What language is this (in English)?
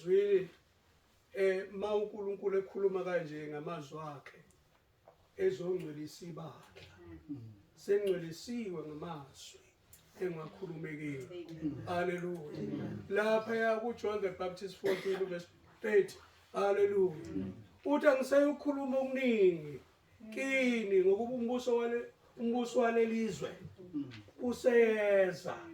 Zulu